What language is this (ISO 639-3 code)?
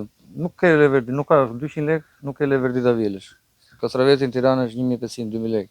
sqi